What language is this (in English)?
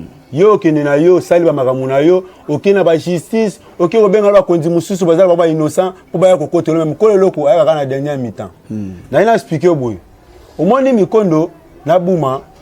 Lingala